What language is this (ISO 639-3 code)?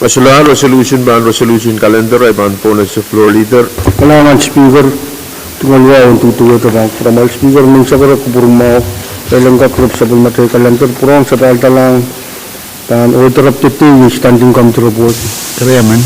pon